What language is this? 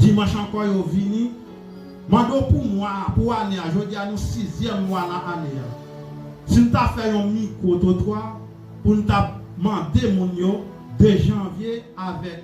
Haitian Creole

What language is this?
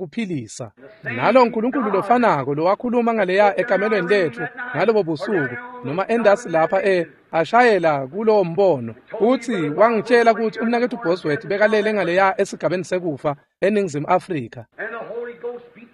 Swati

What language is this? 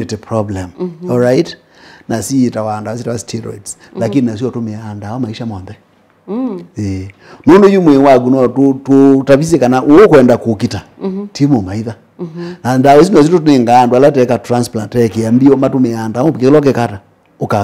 Kamba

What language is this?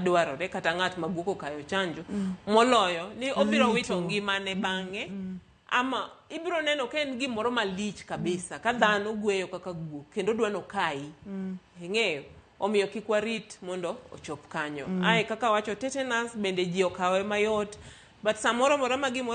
Luo (Kenya and Tanzania)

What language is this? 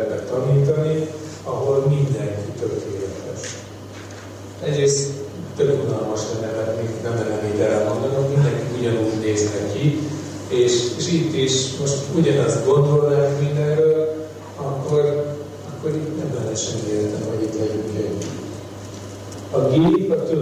Hungarian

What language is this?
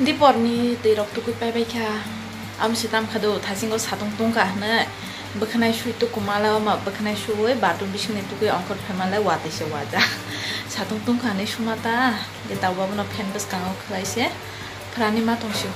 Kok Borok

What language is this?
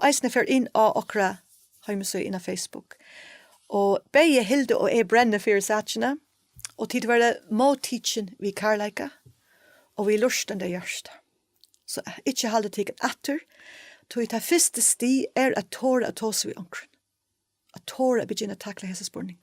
Faroese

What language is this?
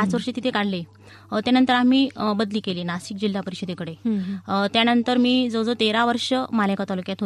Marathi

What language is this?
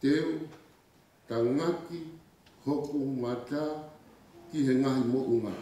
Tongan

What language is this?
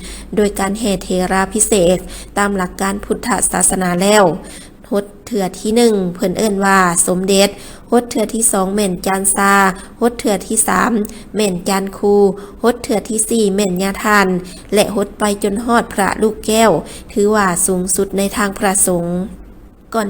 Lao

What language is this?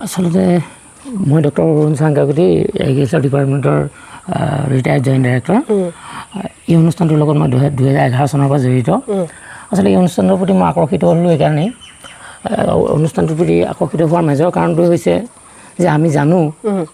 Assamese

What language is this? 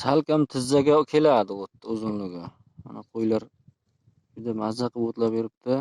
Uzbek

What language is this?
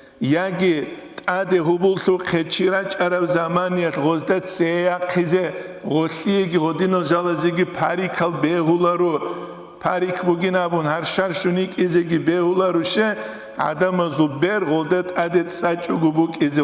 Avaric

